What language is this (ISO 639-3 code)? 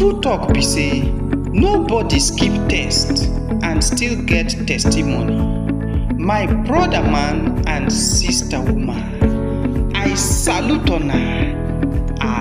pcm